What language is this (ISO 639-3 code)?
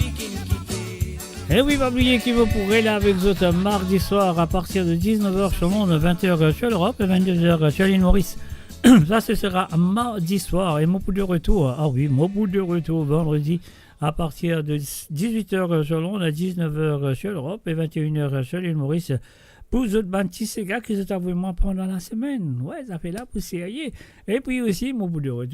mfe